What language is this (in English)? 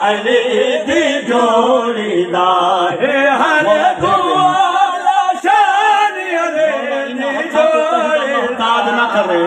Saraiki